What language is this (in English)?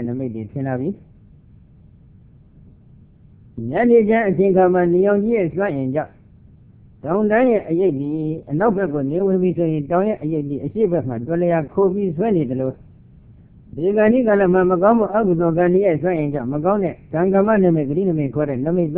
Burmese